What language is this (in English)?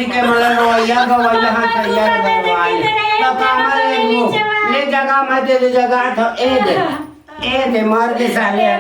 Chhattisgarhi